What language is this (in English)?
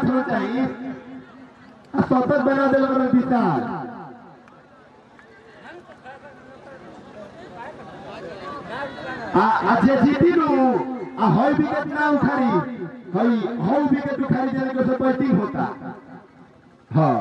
Bhojpuri